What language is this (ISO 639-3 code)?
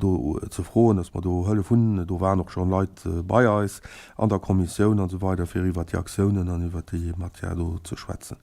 ltz